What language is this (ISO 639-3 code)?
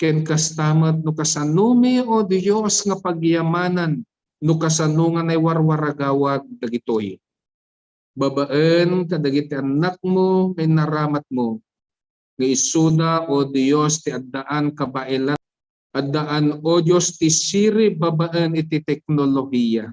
ilo